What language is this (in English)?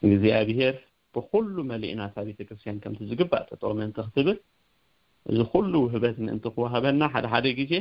Tigrinya